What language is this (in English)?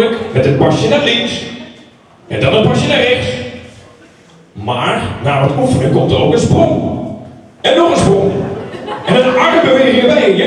Dutch